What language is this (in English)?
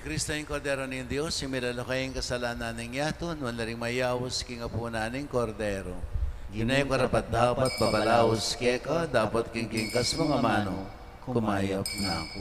Pampanga